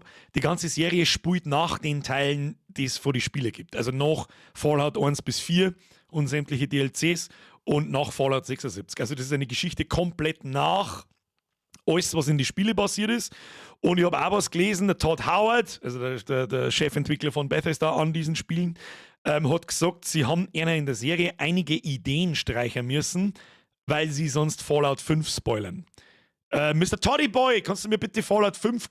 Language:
Bavarian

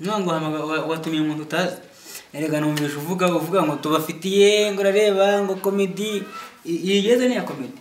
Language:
Kinyarwanda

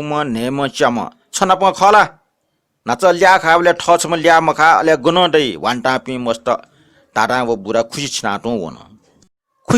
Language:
Newari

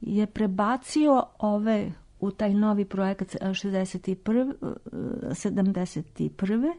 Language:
Serbian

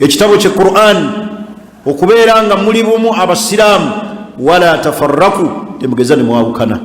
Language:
Ganda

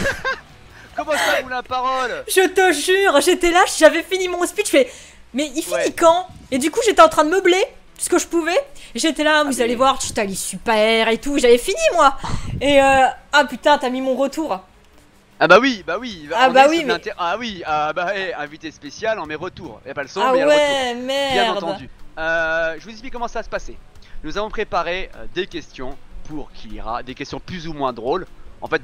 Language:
French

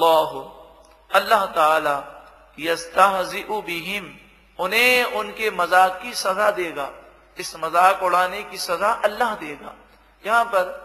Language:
Urdu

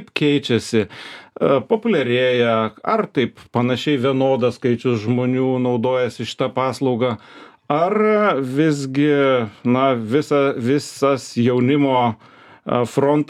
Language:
Lithuanian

